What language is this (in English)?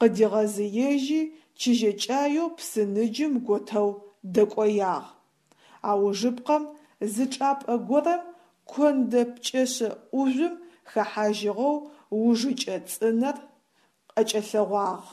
Adyghe